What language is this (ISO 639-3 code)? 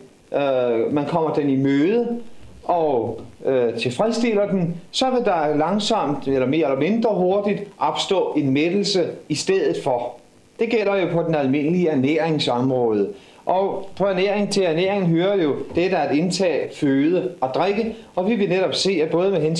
dan